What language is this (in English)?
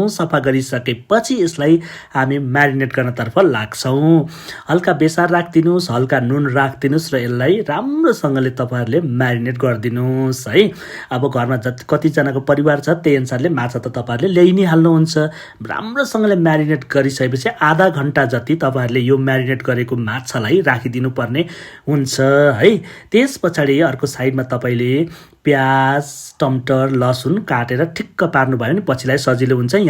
Nepali